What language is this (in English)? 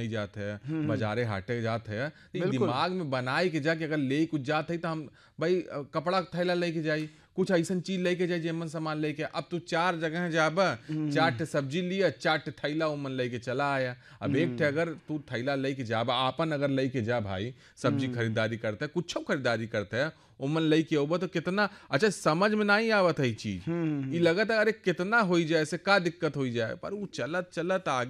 Bhojpuri